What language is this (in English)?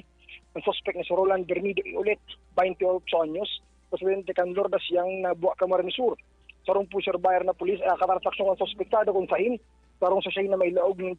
Bikol